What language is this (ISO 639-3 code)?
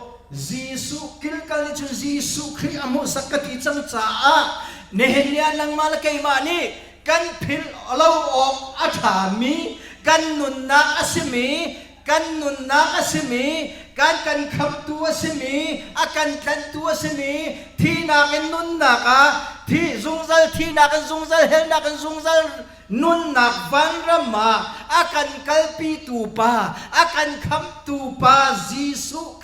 cnh